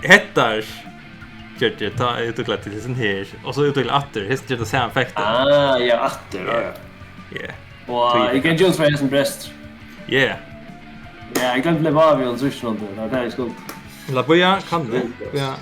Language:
Faroese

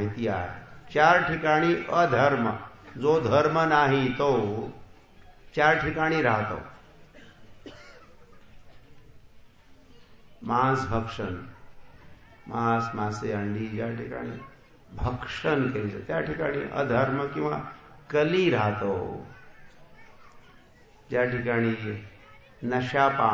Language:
Marathi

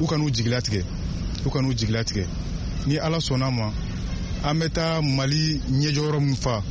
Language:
Bambara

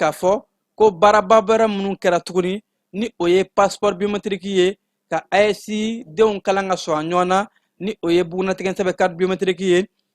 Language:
Bambara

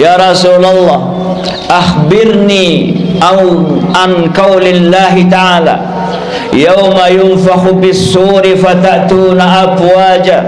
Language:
Sasak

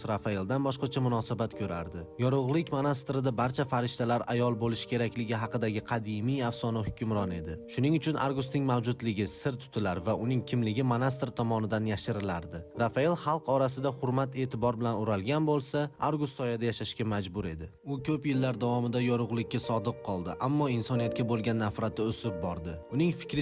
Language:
Uzbek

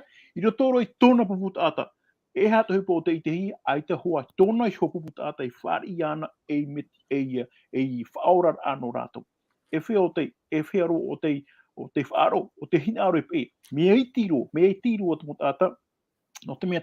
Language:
Tahitian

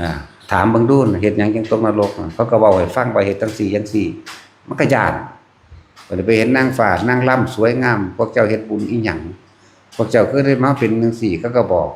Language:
Northeastern Thai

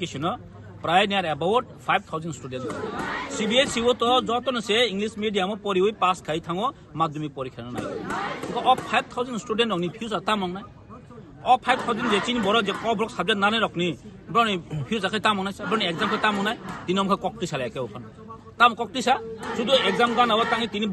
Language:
Kok Borok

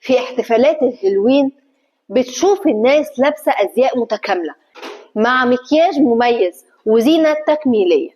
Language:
Egyptian Arabic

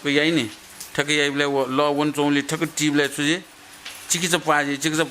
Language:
Newari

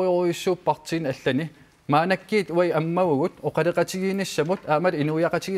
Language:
Kalaallisut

